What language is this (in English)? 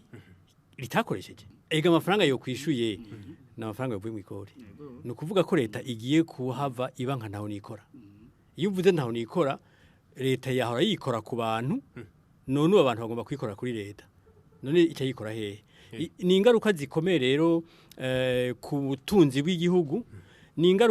Rundi